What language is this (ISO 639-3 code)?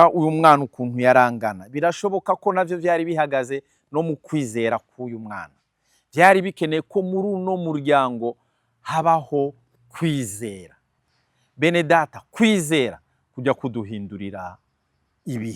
run